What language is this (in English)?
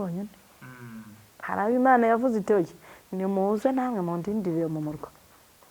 Kinyarwanda